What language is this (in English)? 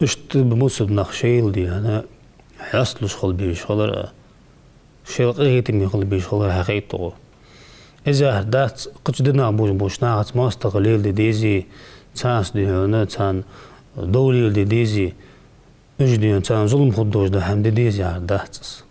Ingush